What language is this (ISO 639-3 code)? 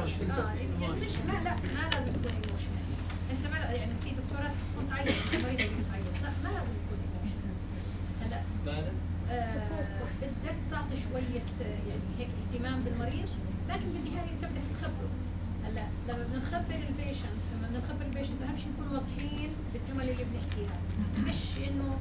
apc